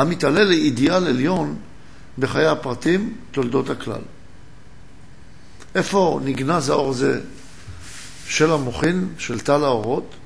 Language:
Hebrew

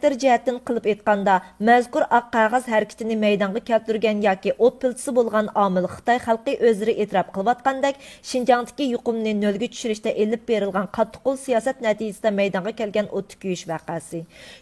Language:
Uyghur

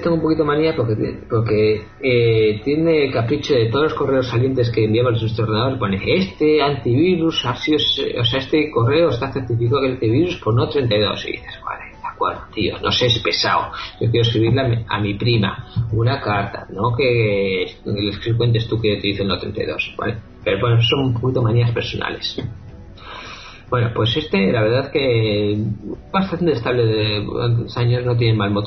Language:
Spanish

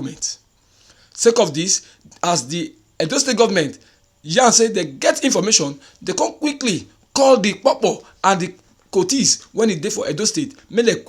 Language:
Nigerian Pidgin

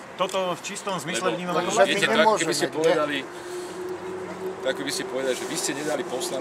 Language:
Slovak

